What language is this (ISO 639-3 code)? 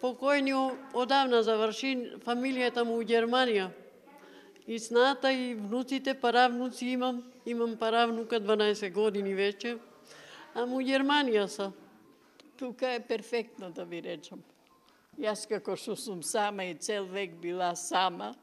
mkd